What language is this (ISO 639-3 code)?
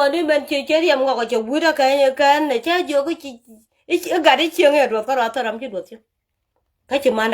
nus